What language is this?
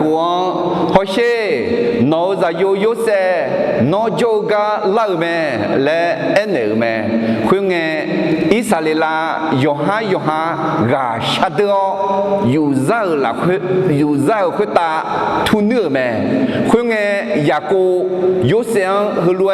Akha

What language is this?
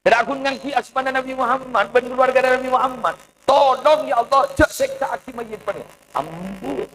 Madurese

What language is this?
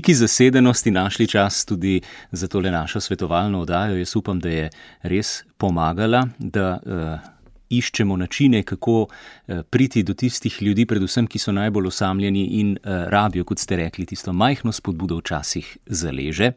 Slovenian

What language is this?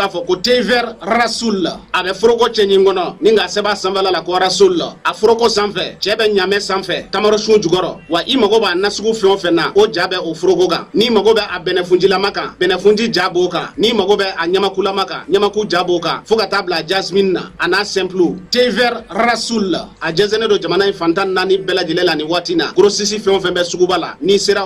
Bambara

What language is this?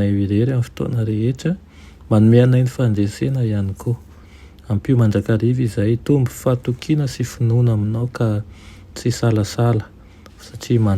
Malagasy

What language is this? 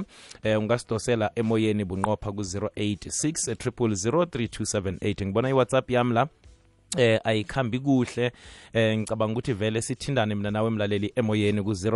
South Ndebele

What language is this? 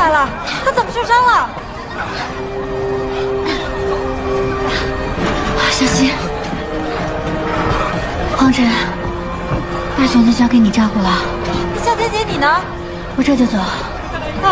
Chinese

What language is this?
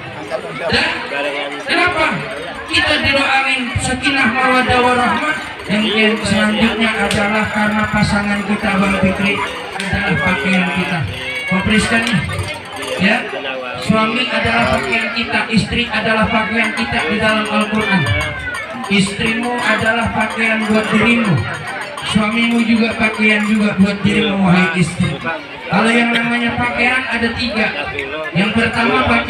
Betawi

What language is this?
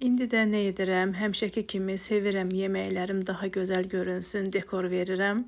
Azerbaijani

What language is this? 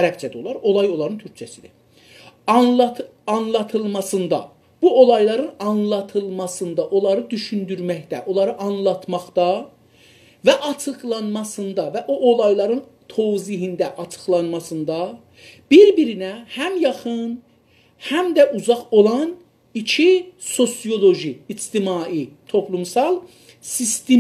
South Azerbaijani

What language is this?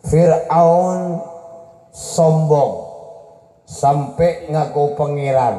Madurese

